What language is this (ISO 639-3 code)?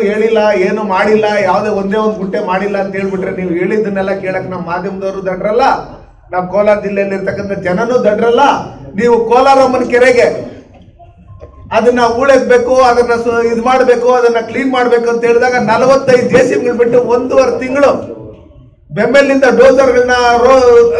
kan